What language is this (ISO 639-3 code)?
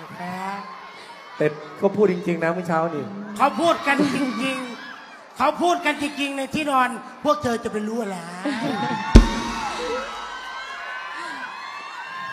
tha